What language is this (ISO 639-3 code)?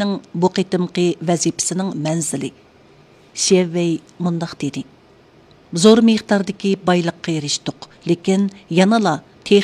uig